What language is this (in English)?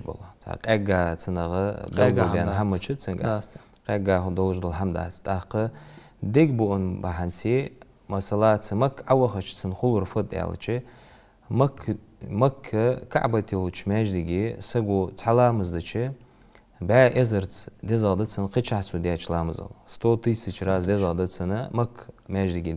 Ingush